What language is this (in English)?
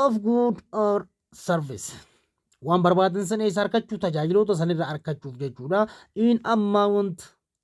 Oromo